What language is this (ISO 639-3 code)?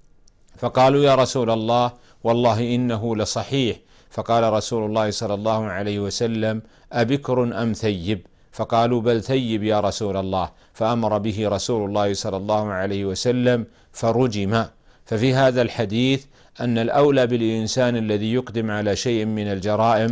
ara